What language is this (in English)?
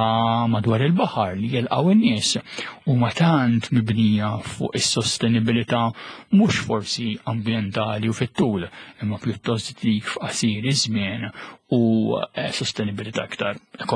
Maltese